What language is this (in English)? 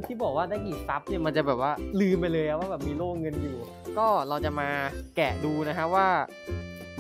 Thai